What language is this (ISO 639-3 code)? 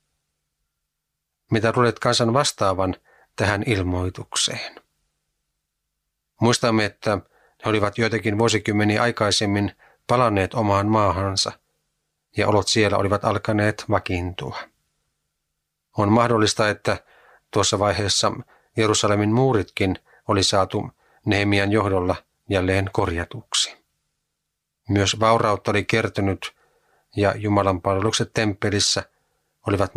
fin